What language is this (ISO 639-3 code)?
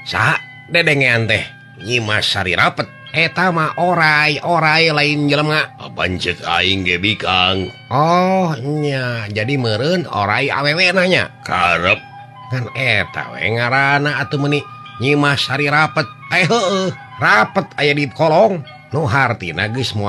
sun